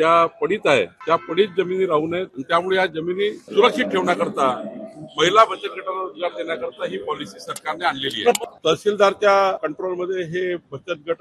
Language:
Marathi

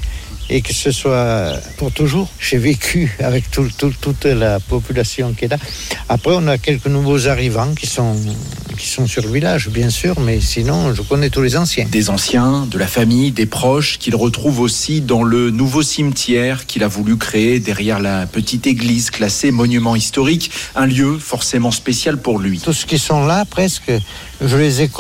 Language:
French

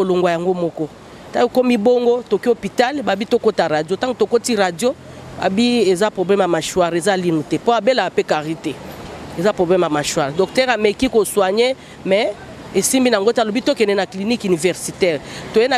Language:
Lingala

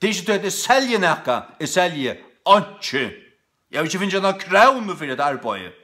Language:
Faroese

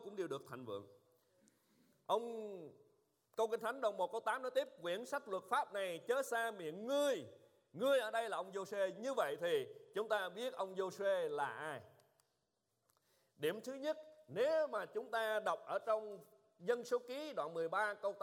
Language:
Vietnamese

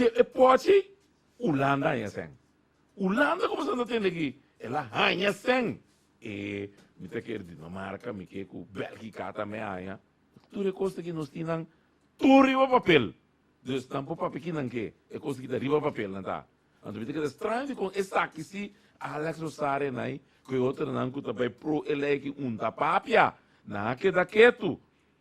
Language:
Papiamento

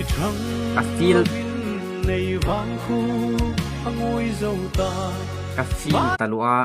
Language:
Hmar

